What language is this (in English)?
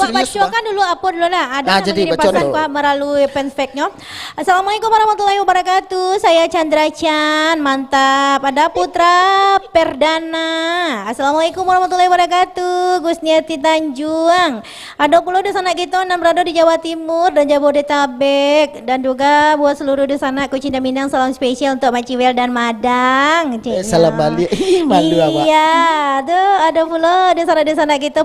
Minangkabau